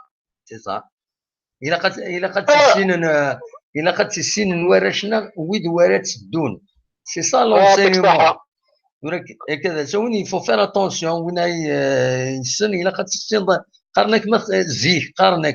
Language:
Kabyle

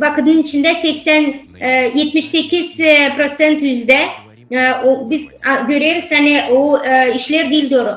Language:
Gagauz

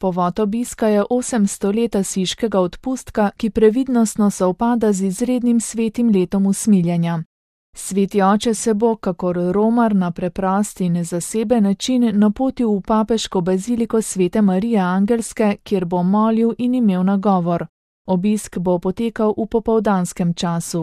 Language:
Slovenian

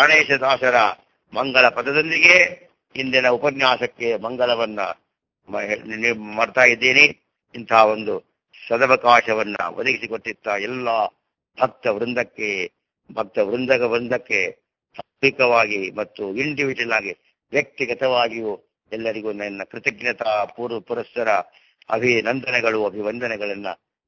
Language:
Kannada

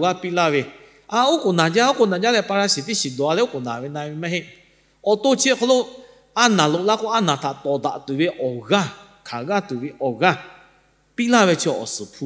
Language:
Lahu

